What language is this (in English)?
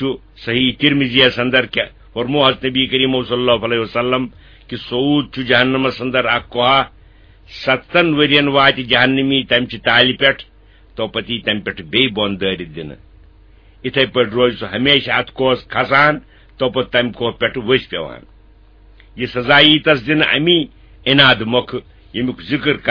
Kashmiri